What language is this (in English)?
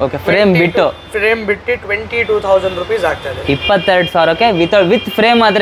Kannada